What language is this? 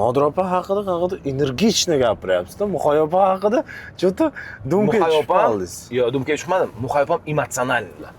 Uzbek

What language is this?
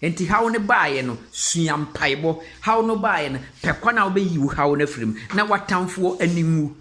Akan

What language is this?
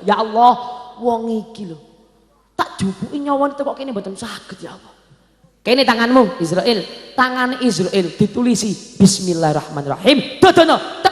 Javanese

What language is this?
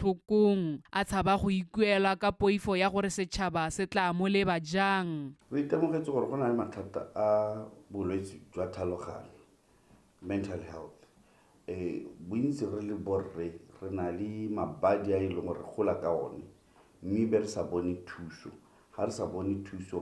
Tswana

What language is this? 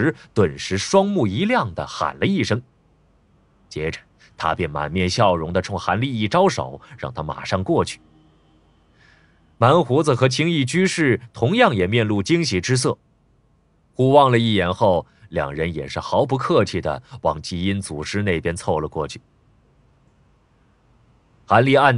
Chinese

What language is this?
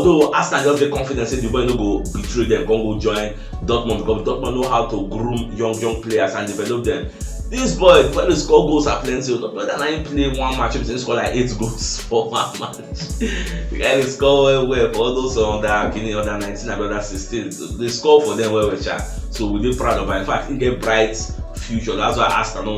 Nigerian Pidgin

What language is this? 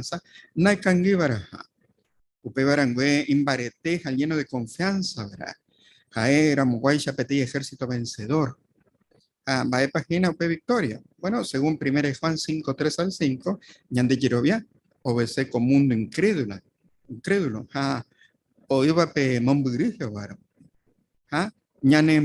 Guarani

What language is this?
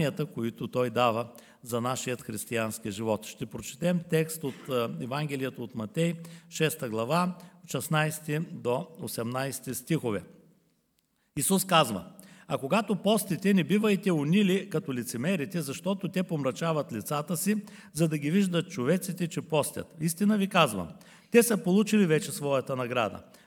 Bulgarian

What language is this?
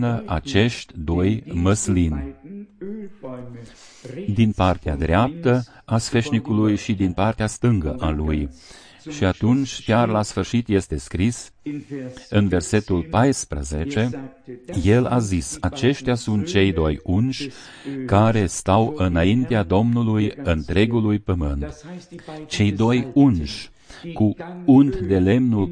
Romanian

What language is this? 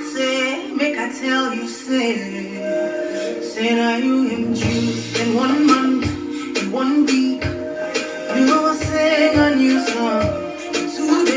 Kamba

